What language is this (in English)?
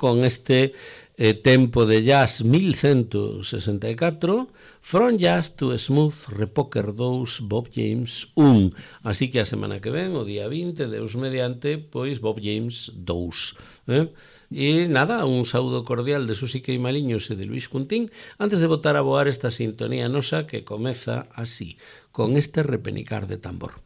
Galician